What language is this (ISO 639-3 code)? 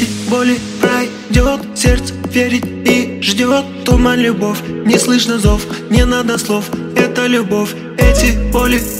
rus